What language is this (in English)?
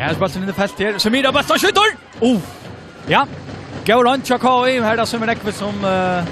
Faroese